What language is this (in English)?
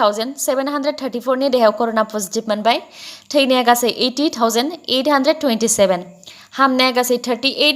Bodo